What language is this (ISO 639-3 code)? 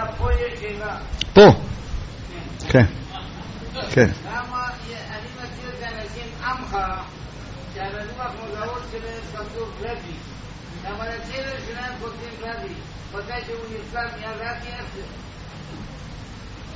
heb